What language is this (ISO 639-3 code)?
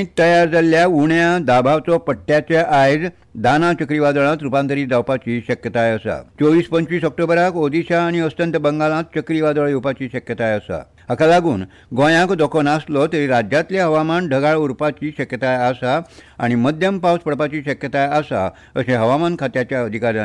kok